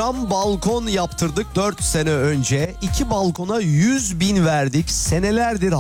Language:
Turkish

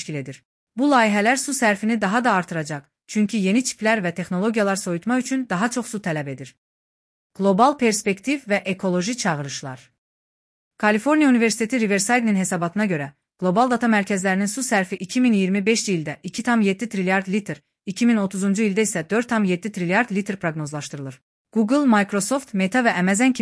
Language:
Azerbaijani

